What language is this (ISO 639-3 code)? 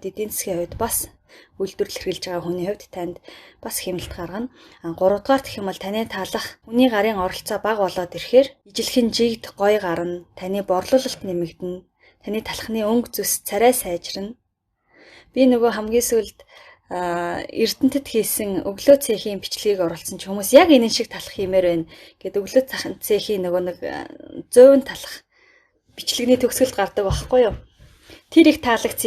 mon